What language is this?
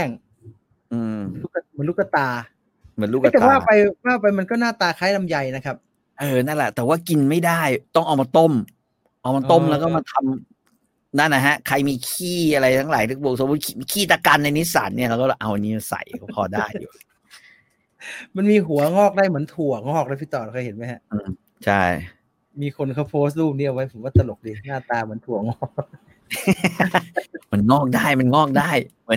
Thai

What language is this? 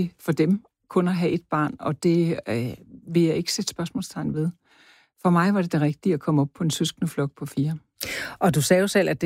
Danish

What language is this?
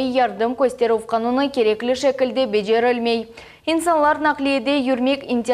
Crimean Tatar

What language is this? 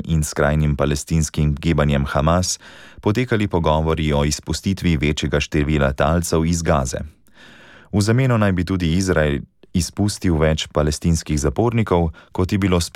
Slovenian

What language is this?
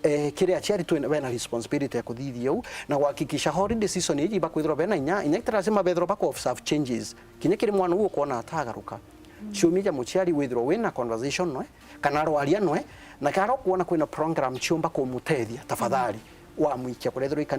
Meru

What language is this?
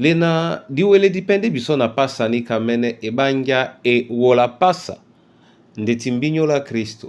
Duala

